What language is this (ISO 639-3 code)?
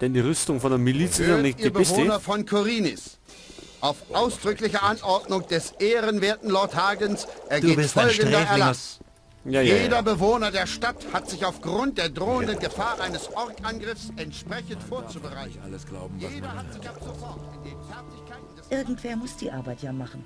bar